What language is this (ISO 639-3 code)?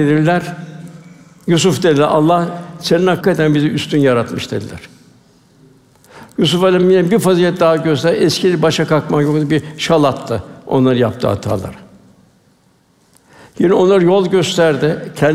tur